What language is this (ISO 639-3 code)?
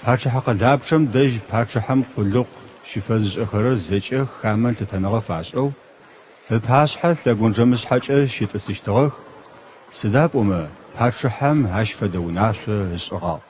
ady